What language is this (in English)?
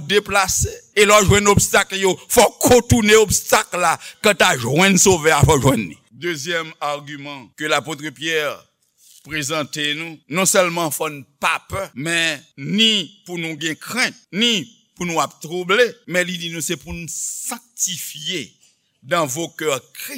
Haitian Creole